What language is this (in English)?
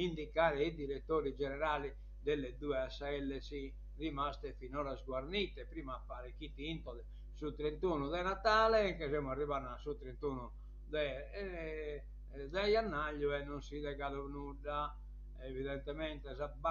Sardinian